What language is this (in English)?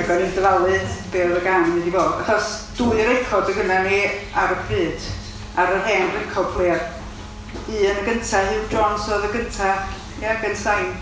Welsh